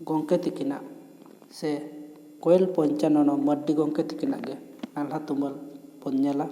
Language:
Santali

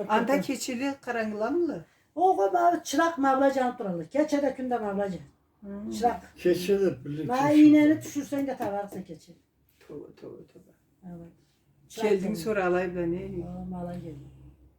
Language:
Karachay-Balkar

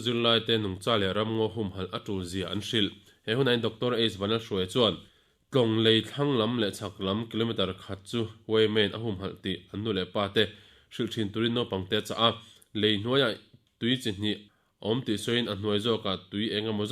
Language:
Mizo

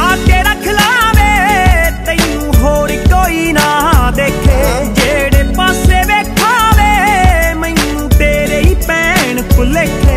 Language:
Punjabi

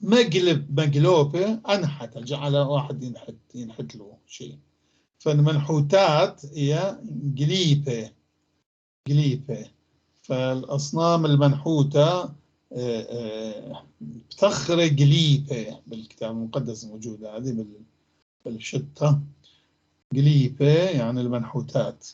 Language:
North Levantine Arabic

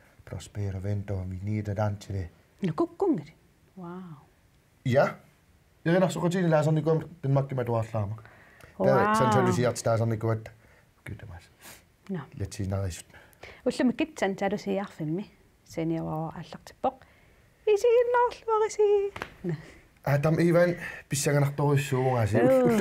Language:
Kalaallisut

